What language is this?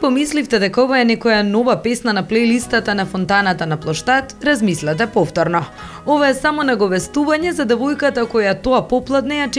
Macedonian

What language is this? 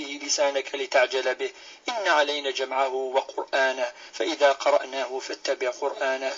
Kabyle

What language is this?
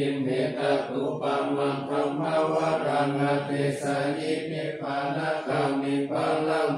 Pali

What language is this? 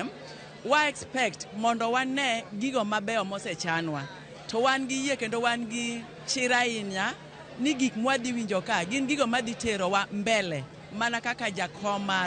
Luo (Kenya and Tanzania)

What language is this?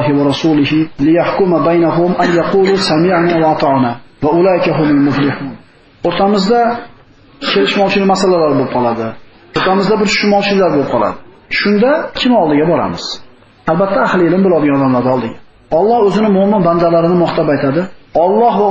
Uzbek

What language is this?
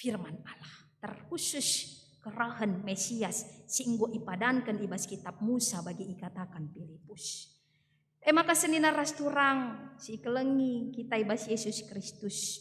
Batak Karo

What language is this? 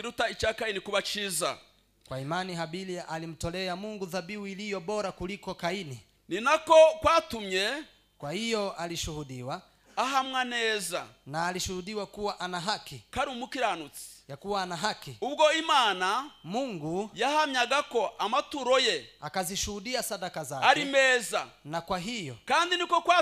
Kinyarwanda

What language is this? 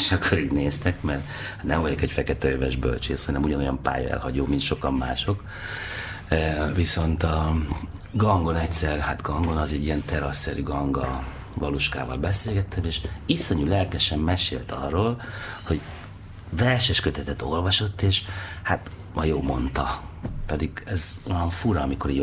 Hungarian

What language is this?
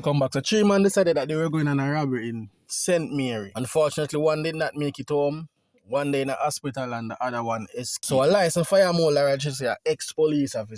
Jamaican Creole English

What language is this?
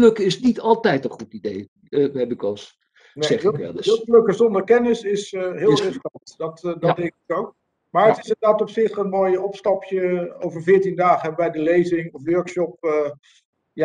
Dutch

